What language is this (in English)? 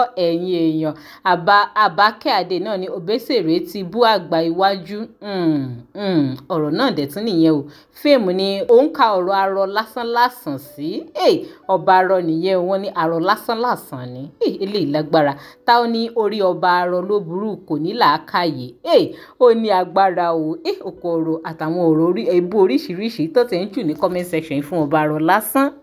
Yoruba